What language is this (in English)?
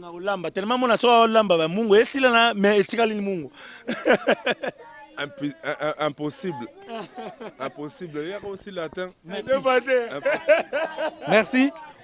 Lingala